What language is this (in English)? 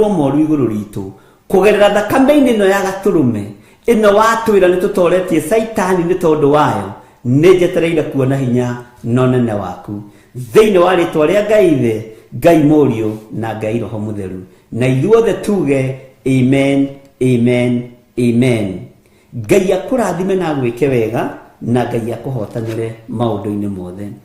Kikuyu